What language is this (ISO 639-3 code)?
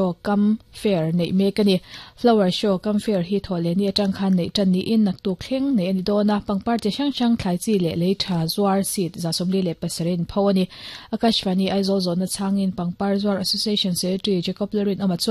lus